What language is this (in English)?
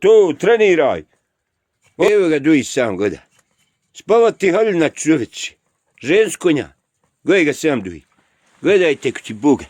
Bosnian